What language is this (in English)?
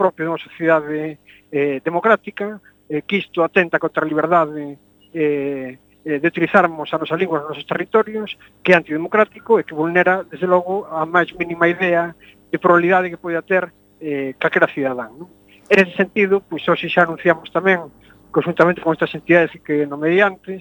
Galician